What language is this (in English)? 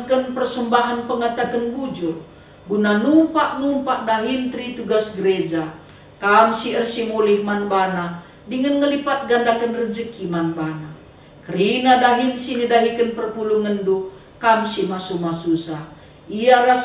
Batak Karo